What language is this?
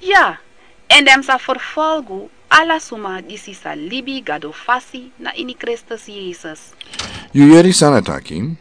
Sranan Tongo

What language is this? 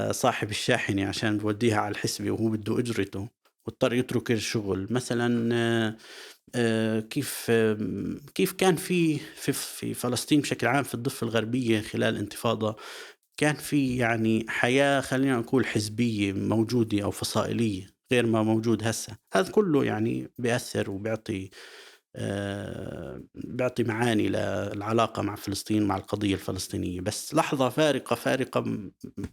North Levantine Arabic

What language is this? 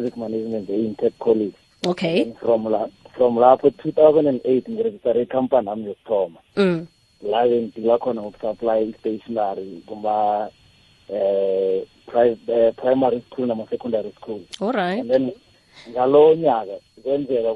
South Ndebele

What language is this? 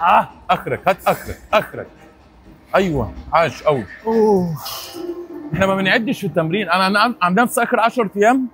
Egyptian Arabic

